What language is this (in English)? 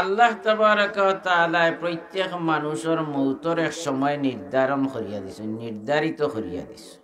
Sylheti